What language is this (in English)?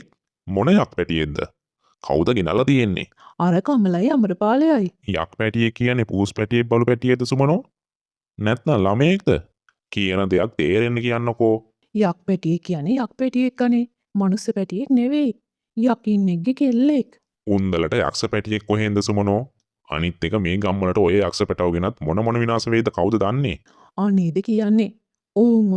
Sinhala